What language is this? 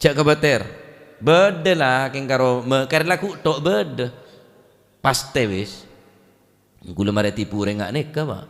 Madurese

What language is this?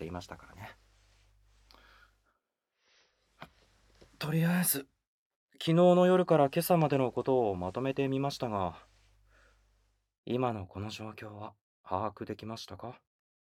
Japanese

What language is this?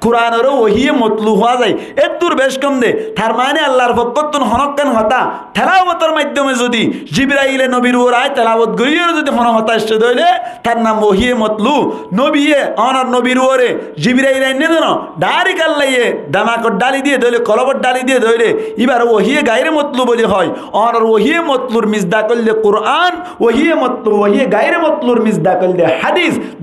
Rohingya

